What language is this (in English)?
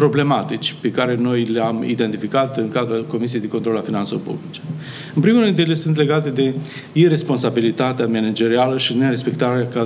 Romanian